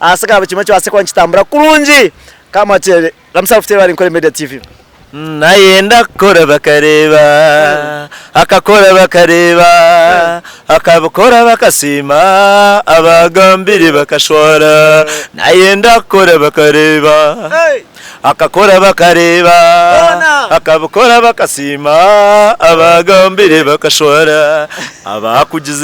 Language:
Nyankole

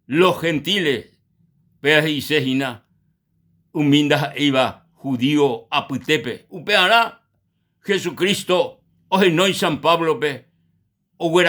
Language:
Guarani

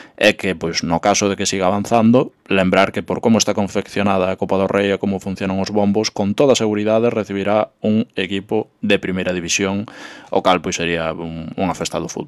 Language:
Galician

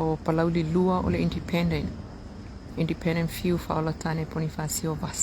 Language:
Samoan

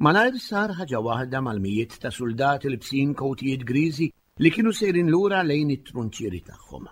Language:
Maltese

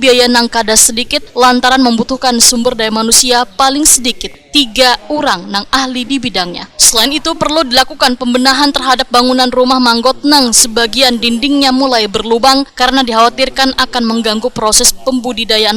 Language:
Banjar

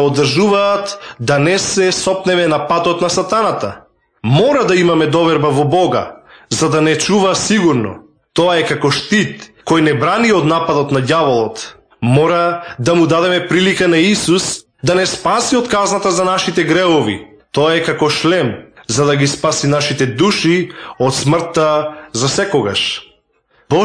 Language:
Macedonian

